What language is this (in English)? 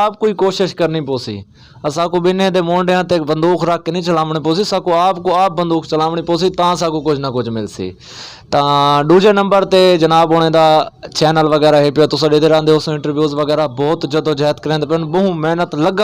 Saraiki